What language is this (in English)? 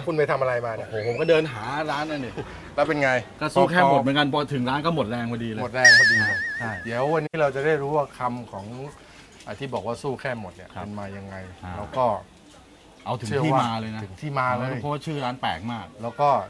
Thai